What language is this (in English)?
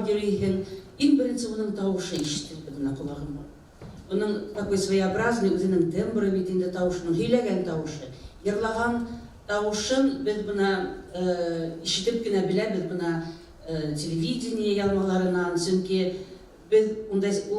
Bashkir